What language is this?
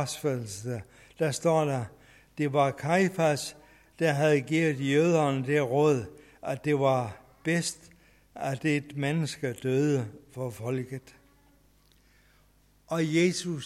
Danish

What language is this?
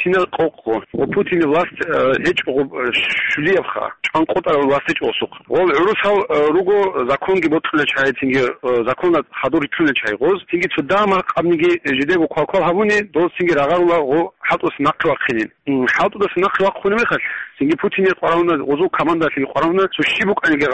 Avaric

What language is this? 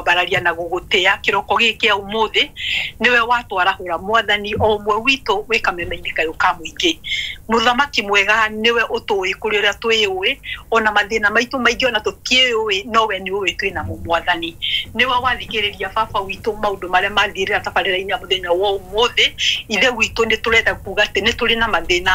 Kikuyu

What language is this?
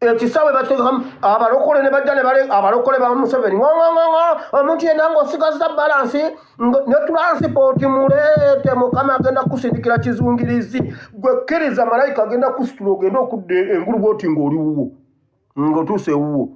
Ganda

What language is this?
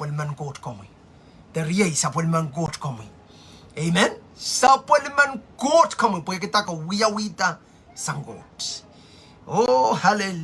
Pohnpeian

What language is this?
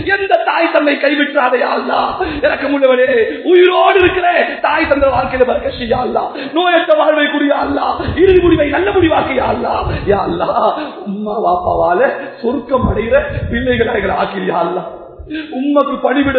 Tamil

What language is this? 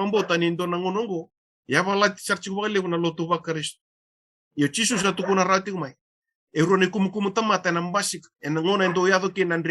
Fijian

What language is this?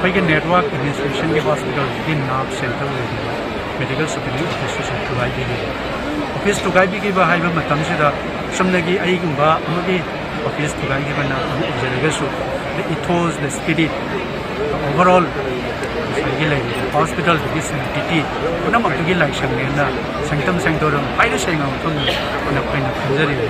Manipuri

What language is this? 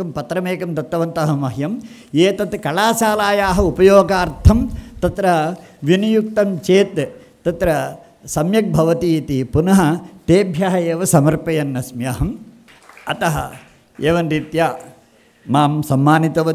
Sanskrit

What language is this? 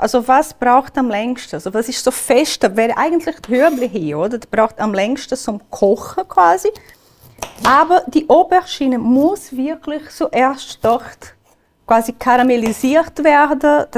Swiss German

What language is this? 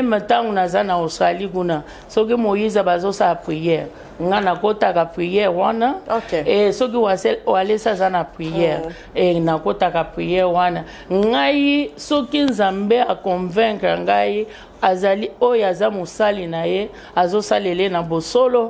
Lingala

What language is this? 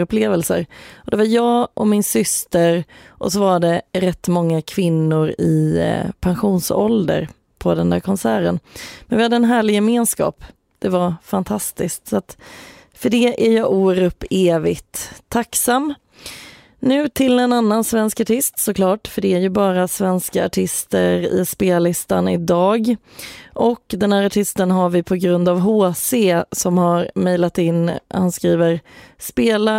Swedish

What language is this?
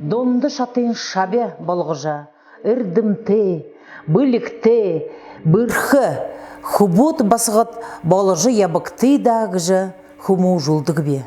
Buriat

